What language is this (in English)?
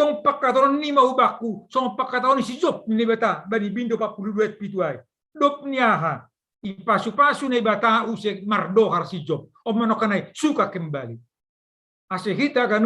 Batak Simalungun